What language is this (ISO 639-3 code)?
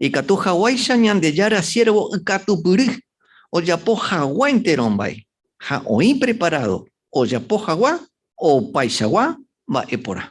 grn